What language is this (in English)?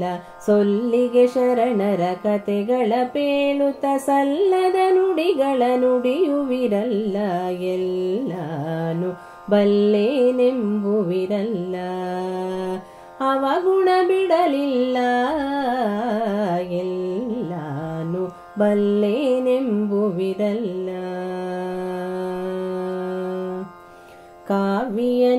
Kannada